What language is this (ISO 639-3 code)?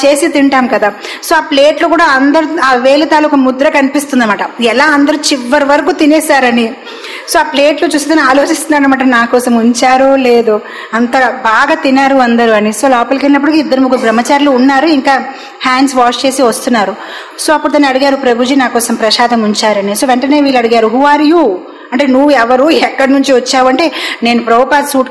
tel